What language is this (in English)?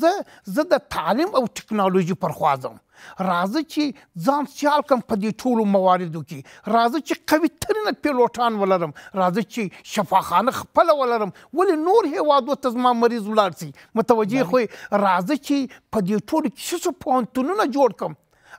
Pashto